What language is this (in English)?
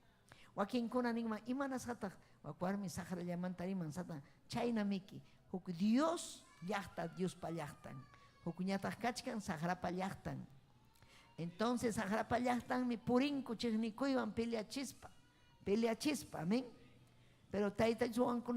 Ayacucho Quechua